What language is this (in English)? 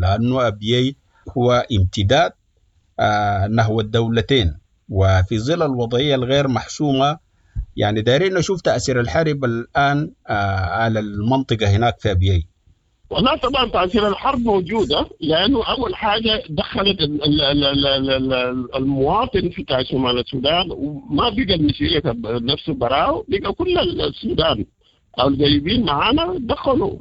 Sudanese Arabic